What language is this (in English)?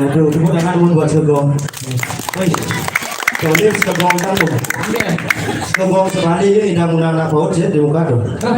Balinese